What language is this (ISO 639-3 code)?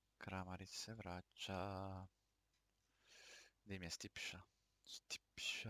hrv